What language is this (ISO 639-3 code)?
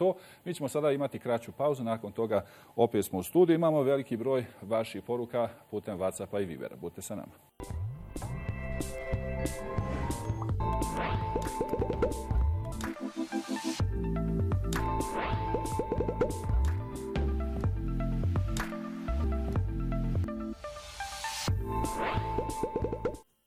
bos